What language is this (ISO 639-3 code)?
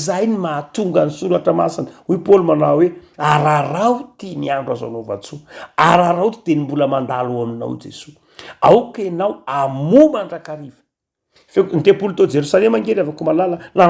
mlg